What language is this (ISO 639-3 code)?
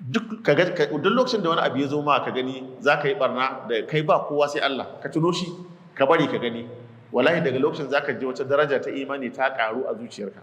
hau